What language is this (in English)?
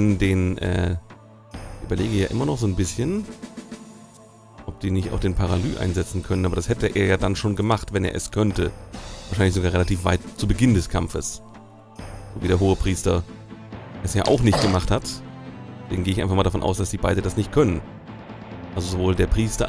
German